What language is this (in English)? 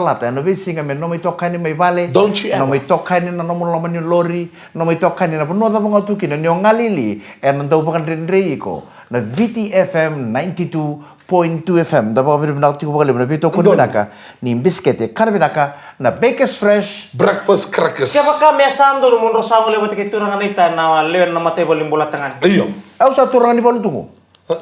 Fijian